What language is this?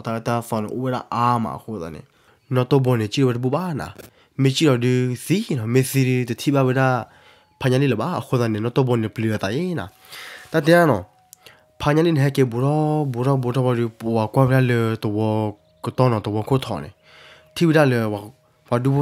S'gaw Karen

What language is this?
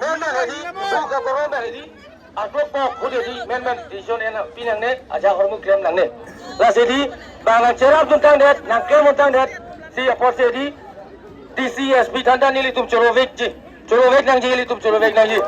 Karbi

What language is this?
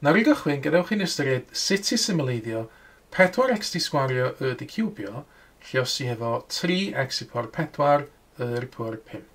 Welsh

